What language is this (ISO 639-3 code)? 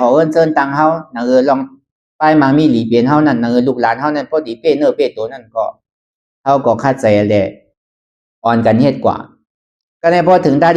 shn